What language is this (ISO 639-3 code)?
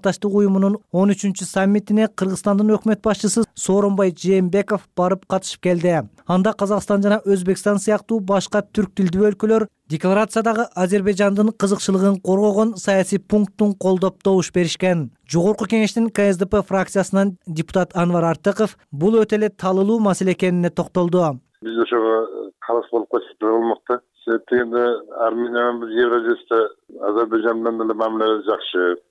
kir